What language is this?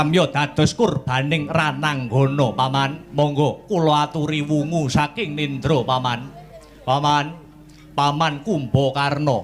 Javanese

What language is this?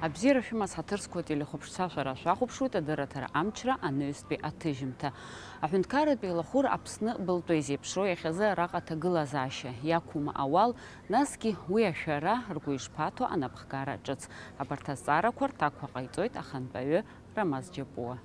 Abkhazian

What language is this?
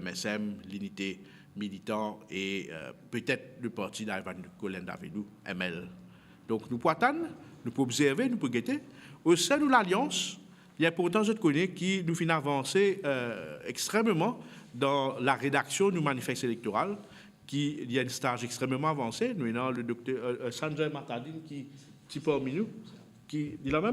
Morisyen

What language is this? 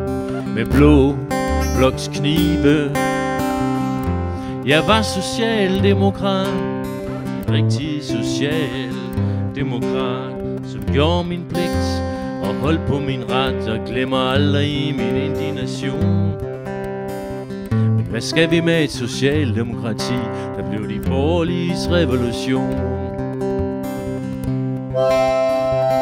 Danish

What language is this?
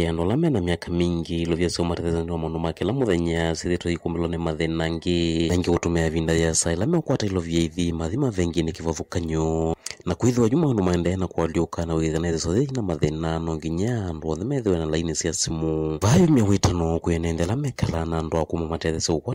Kamba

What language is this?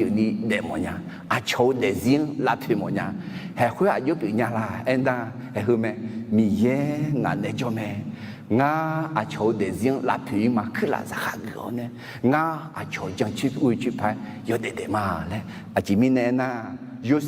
Akha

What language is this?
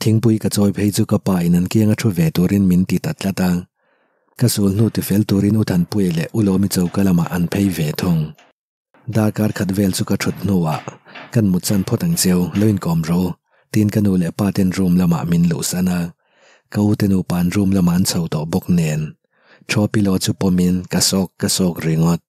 Mizo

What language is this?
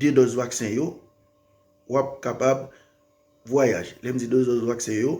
Haitian Creole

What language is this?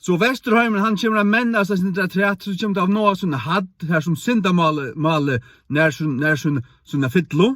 Faroese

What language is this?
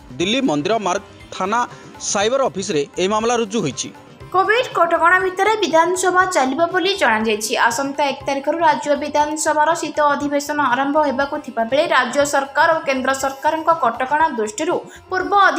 Odia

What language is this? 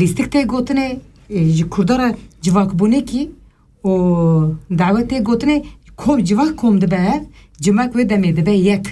Kurdish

